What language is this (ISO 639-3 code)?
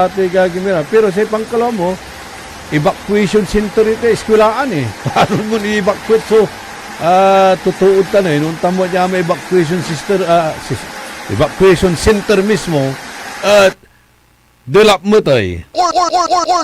pag